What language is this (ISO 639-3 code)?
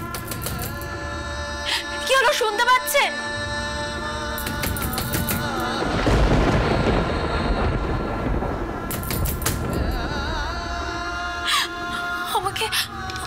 ben